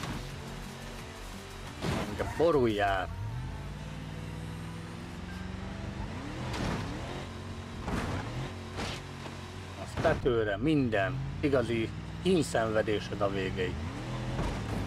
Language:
Hungarian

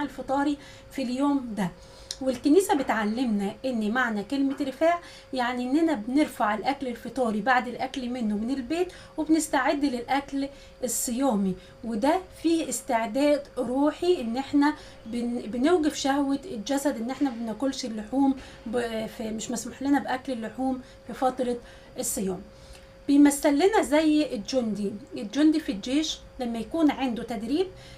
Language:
Egyptian Arabic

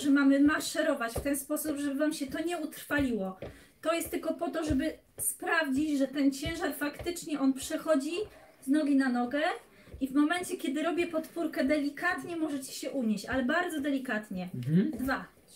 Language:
Polish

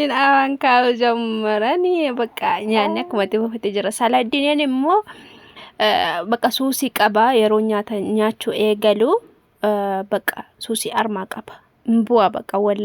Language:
Oromo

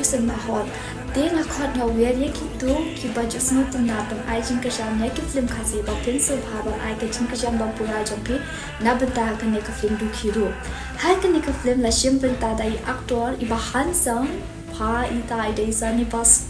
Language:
Khasi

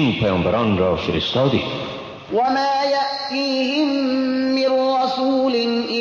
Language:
Persian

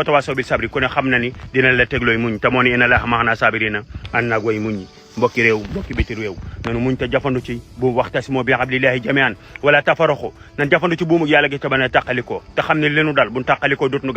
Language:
Wolof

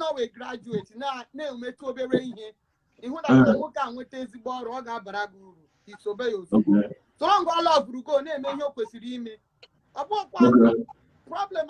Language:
Igbo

